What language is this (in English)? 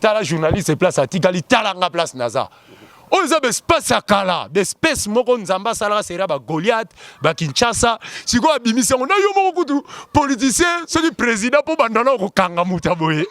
Lingala